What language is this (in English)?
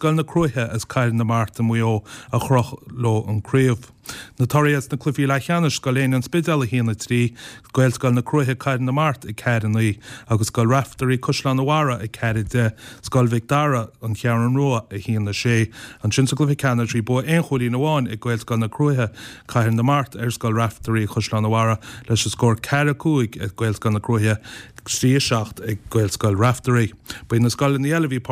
Irish